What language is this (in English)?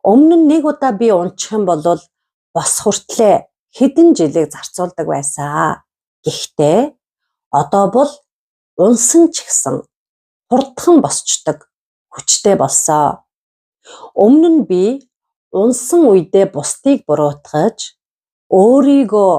Mongolian